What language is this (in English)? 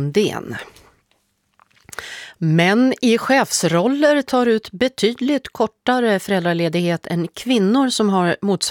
Swedish